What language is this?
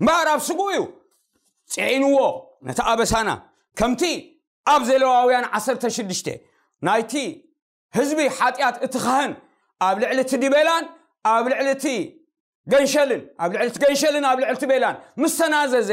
Tigrinya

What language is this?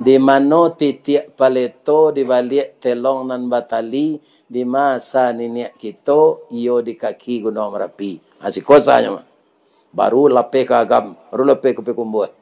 Minangkabau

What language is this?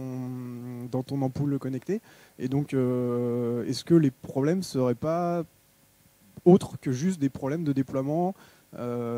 French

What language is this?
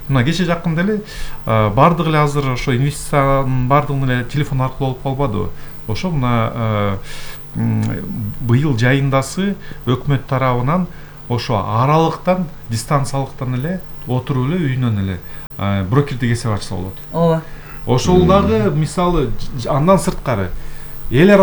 Kyrgyz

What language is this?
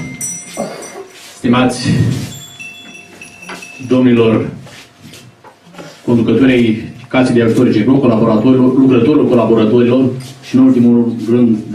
Romanian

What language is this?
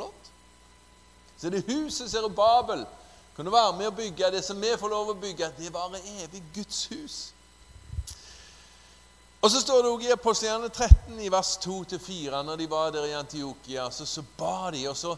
Norwegian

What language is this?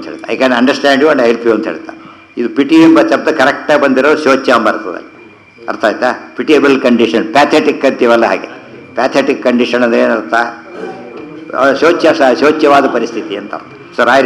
Kannada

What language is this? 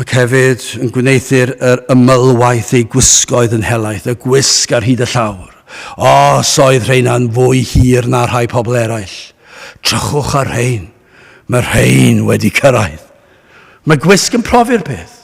Welsh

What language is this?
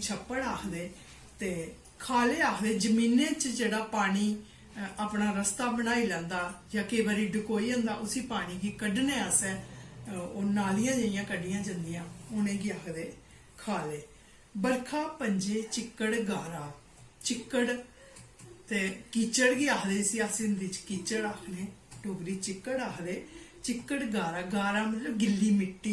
Dogri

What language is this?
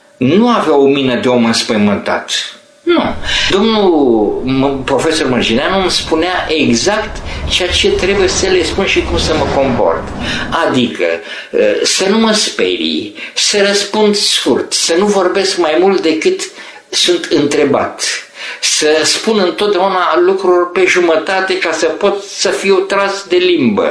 Romanian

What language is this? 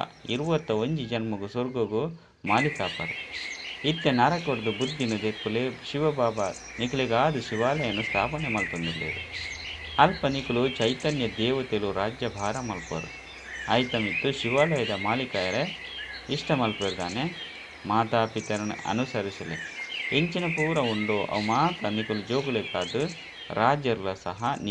Tulu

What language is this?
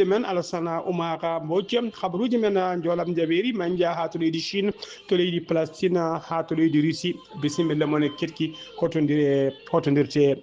Fula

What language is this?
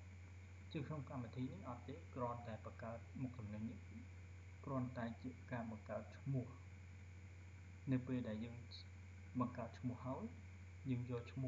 Khmer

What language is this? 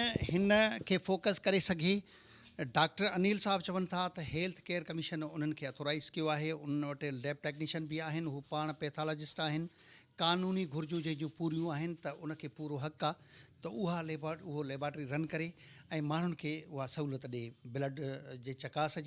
Sindhi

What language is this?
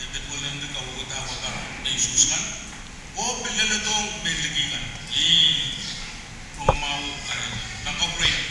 Pohnpeian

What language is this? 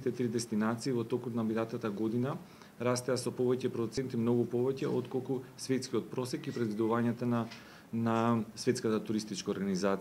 Macedonian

